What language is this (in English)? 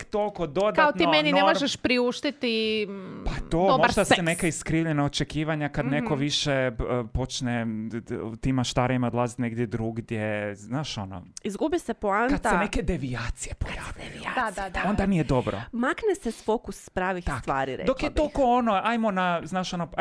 Croatian